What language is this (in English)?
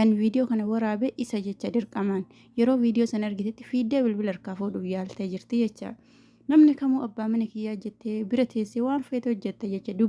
Oromo